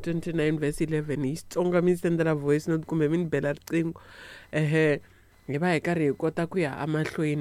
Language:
Tsonga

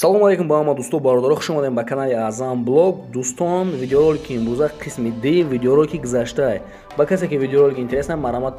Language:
Tajik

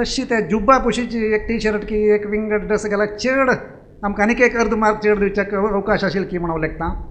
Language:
Konkani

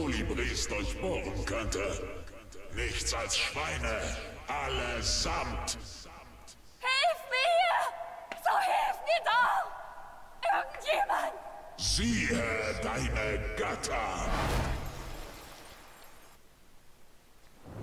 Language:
German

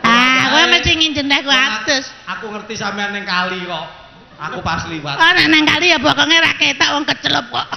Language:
Javanese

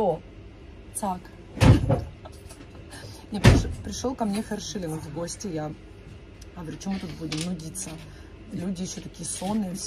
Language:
Russian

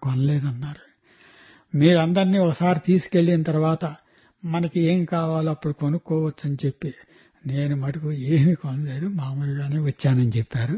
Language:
Telugu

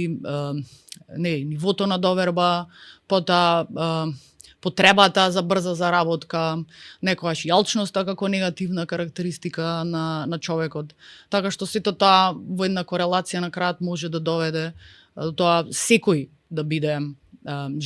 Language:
Macedonian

